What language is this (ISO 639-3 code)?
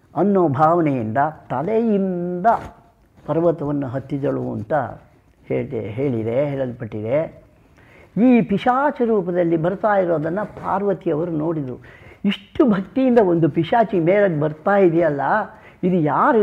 kan